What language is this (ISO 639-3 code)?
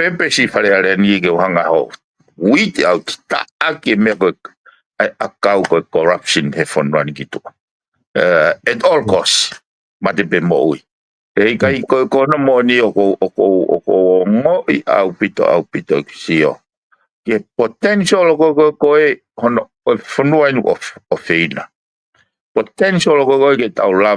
ton